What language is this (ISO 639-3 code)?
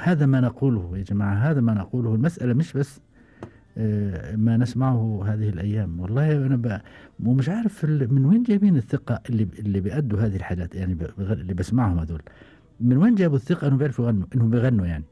afb